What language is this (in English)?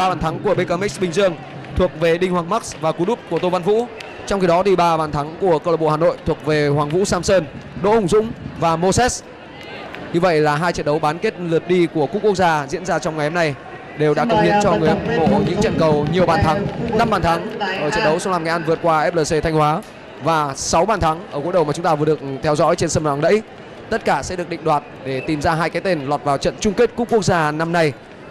Vietnamese